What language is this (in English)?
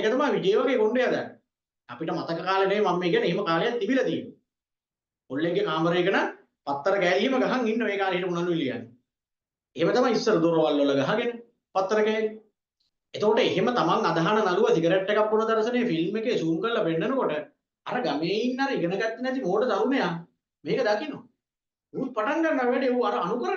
Sinhala